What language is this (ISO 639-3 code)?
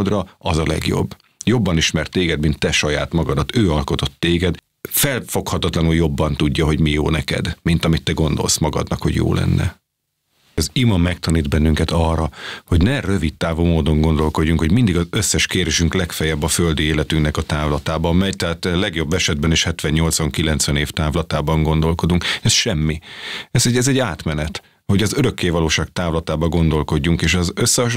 hun